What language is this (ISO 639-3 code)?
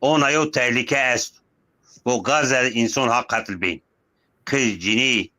zza